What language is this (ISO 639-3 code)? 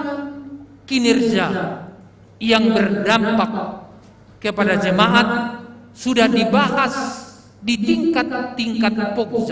bts